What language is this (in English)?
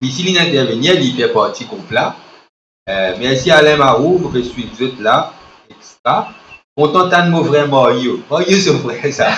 Morisyen